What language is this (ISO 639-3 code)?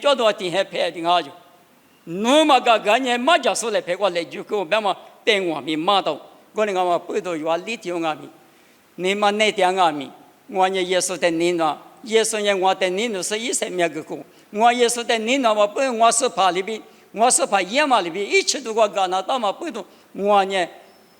lis